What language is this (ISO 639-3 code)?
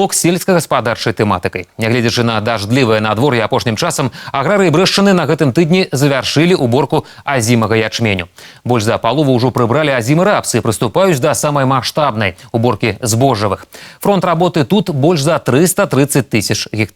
bel